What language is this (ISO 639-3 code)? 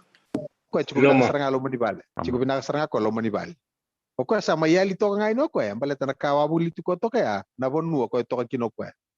fij